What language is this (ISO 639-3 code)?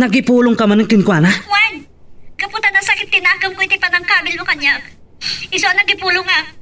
ilo